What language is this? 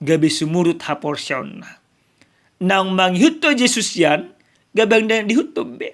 Batak Toba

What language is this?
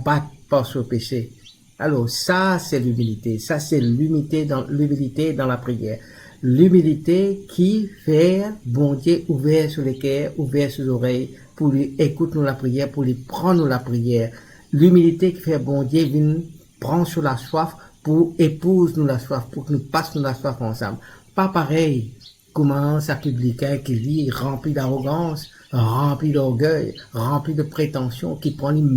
Morisyen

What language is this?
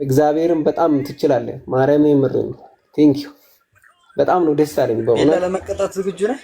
Amharic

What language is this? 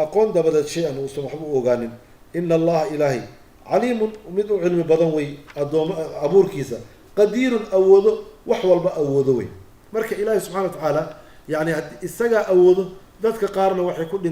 Somali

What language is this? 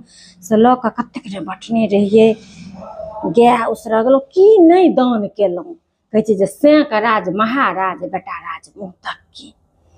Maithili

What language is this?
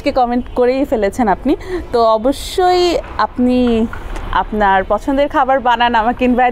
Bangla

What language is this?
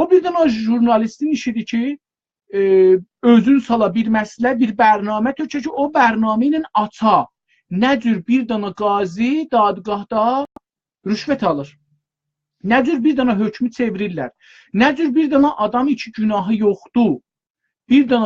South Azerbaijani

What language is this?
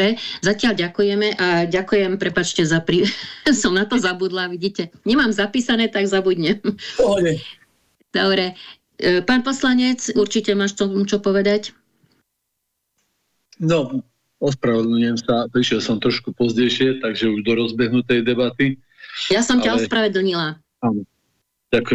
Slovak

